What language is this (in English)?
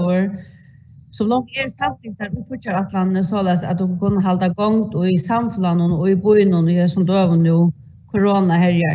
Faroese